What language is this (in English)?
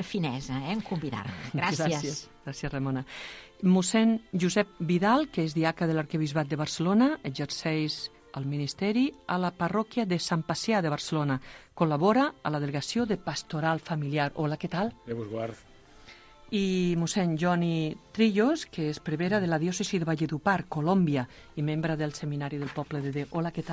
Catalan